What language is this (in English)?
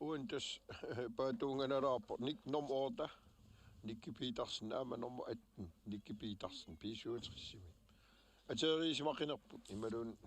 Kalaallisut